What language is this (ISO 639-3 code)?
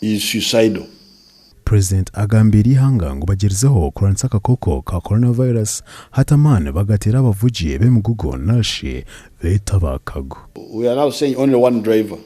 nyn